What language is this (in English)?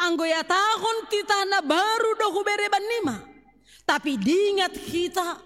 Batak Simalungun